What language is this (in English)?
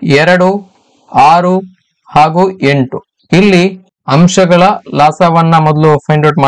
Kannada